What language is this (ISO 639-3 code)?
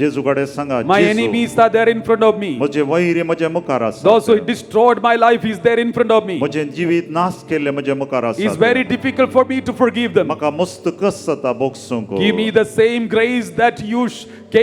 kok